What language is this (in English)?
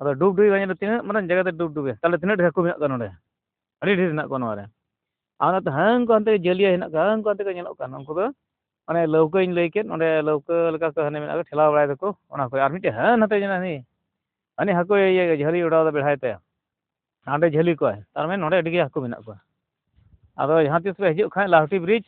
Santali